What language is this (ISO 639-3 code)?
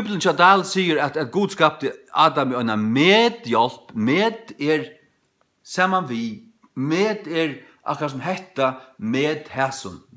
fao